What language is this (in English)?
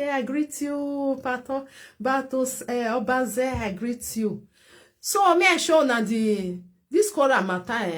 Nigerian Pidgin